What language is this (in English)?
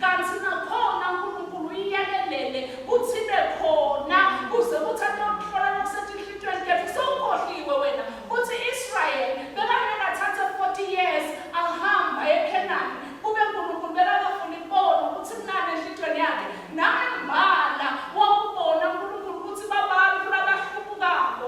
Swati